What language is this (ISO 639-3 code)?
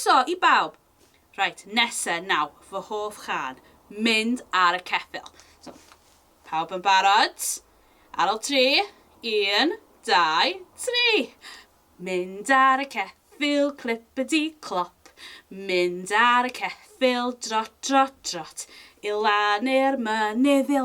cym